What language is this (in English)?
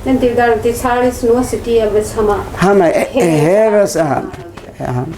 Divehi